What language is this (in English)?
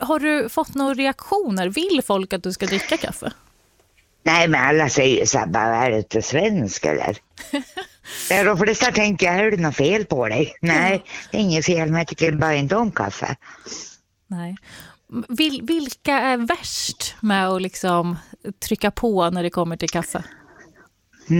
Swedish